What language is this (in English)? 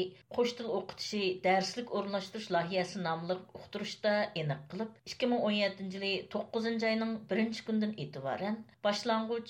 Uyghur